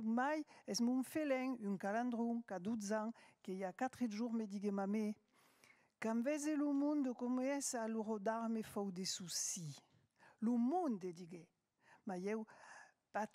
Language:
Occitan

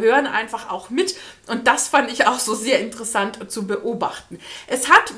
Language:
German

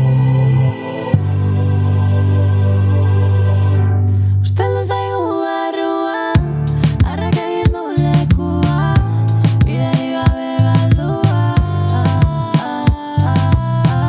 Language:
Basque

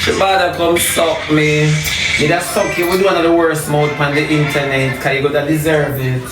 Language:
Jamaican Creole English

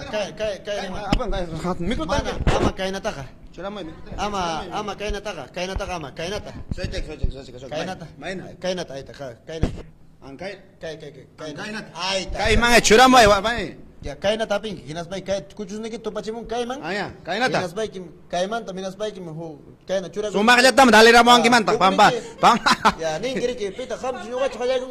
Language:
Ayacucho Quechua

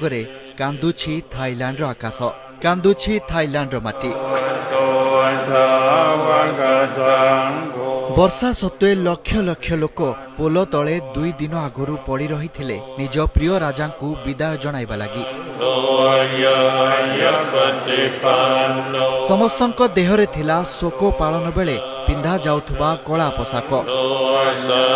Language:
Odia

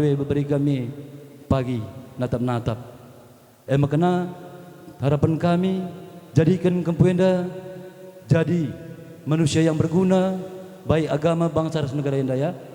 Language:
Batak Karo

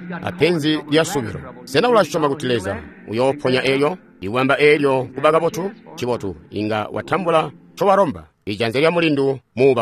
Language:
Tonga (Zambia)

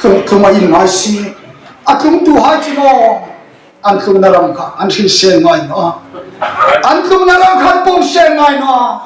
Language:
Hmar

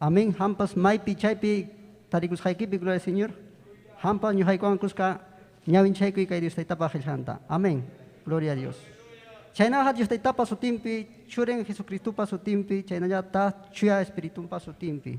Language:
Ayacucho Quechua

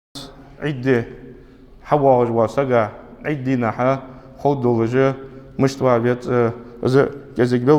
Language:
Ingush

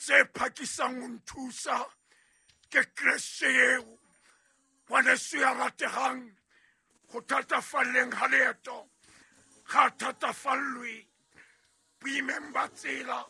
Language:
Southern Sotho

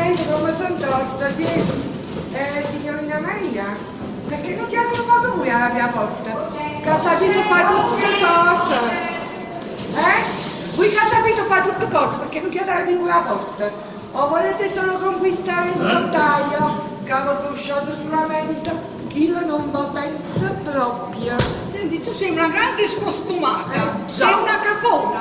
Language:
Neapolitan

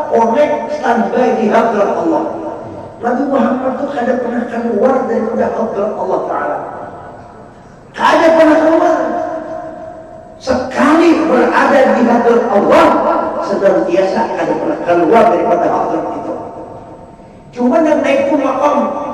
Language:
Banjar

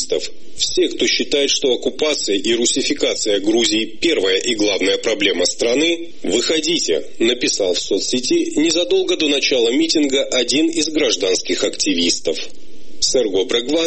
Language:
Russian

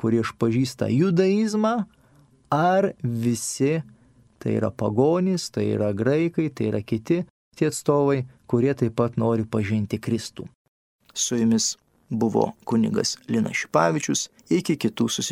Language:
Lithuanian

